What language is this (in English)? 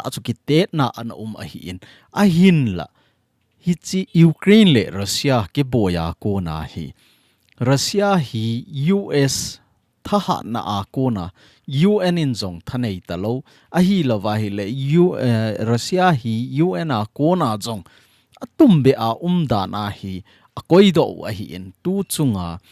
Thado Chin